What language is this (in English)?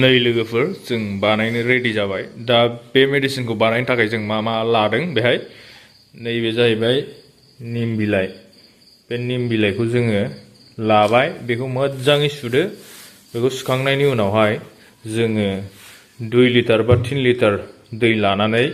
Bodo